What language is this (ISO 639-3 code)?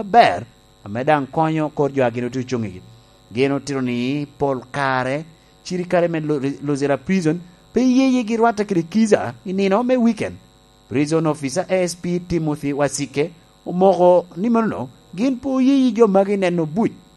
laj